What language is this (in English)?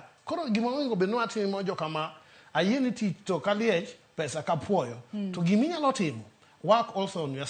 Luo (Kenya and Tanzania)